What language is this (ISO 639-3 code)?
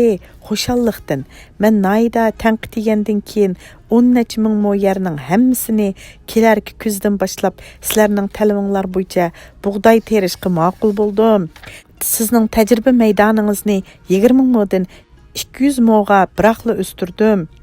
uig